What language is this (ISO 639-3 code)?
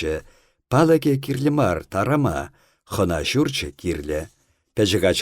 chv